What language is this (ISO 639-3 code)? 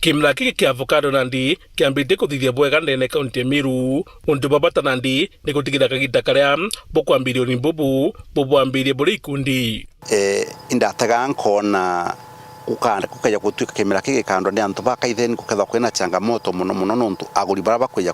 mer